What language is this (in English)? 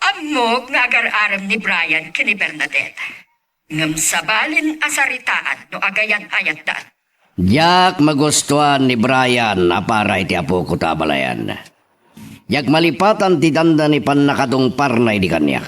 Iloko